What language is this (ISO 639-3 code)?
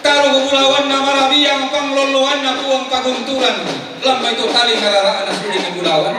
sda